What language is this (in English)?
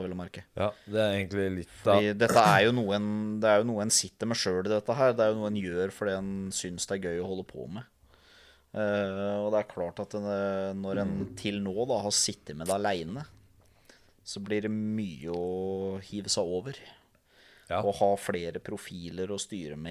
Norwegian